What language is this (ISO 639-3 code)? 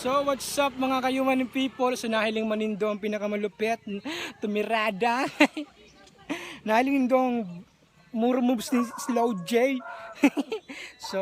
bik